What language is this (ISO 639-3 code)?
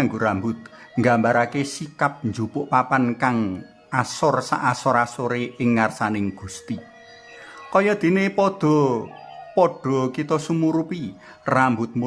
jav